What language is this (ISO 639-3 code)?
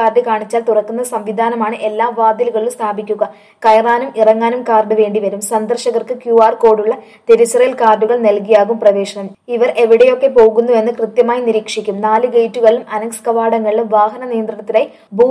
mal